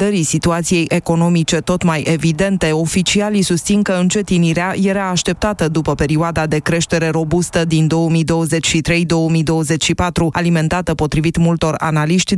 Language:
Romanian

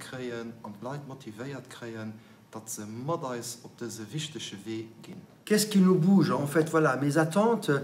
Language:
Luxembourgish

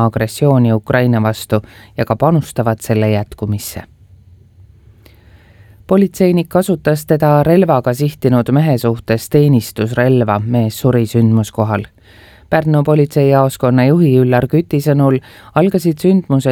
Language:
Estonian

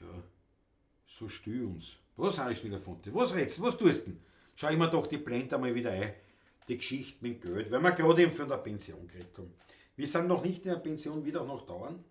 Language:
Bavarian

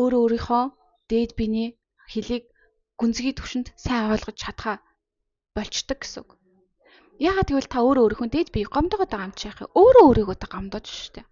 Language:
Mongolian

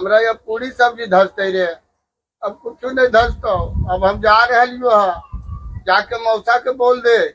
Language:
Magahi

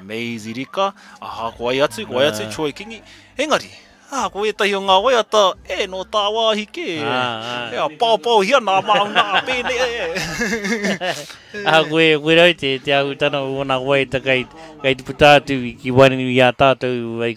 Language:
Māori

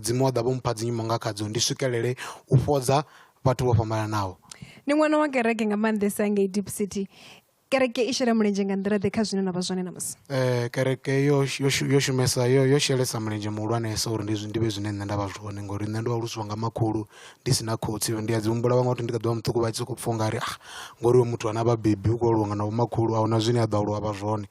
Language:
Venda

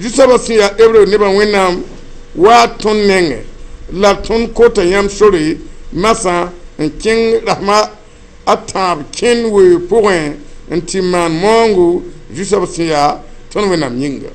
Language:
Mossi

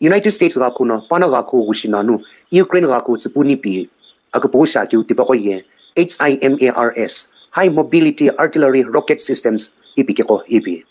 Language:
Sumi Naga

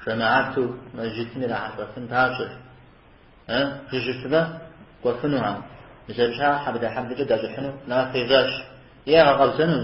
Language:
Kabardian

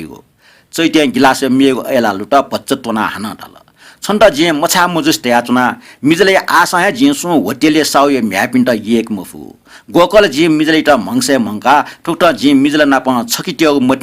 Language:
Newari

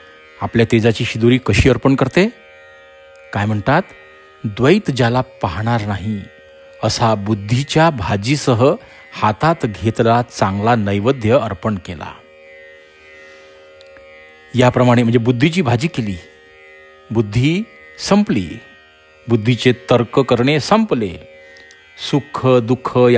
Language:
Marathi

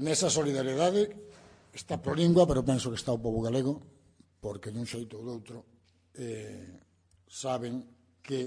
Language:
Galician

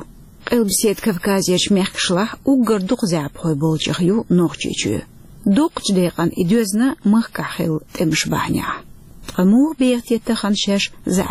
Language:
Chechen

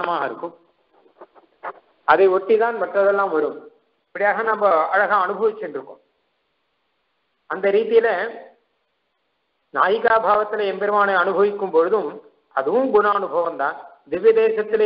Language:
Tamil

